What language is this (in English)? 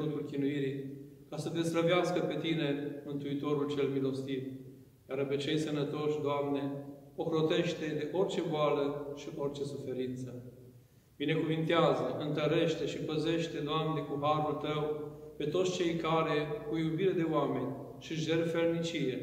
Romanian